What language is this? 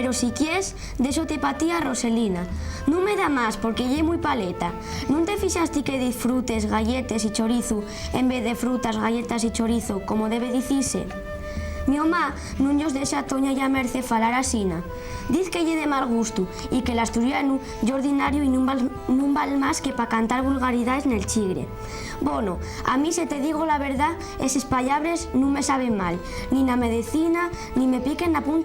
Asturian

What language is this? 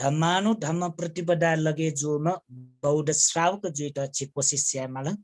Newari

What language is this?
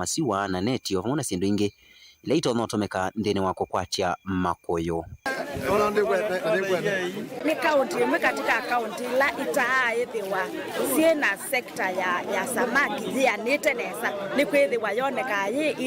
Kamba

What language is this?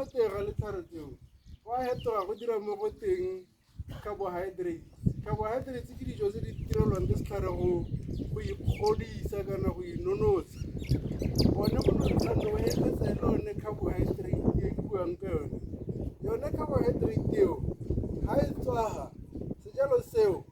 Tswana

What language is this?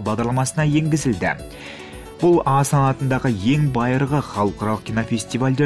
Kazakh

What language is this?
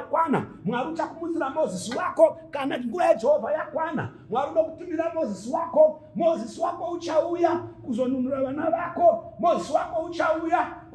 Shona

